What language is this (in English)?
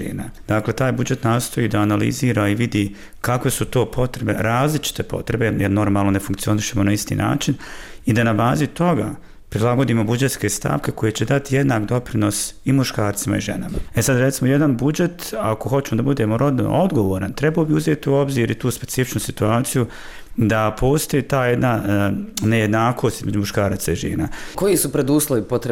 Bosnian